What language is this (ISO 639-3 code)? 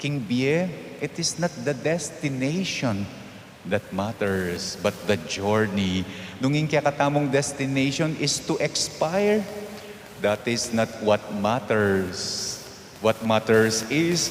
pam